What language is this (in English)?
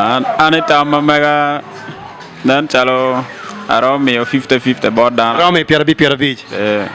Acoli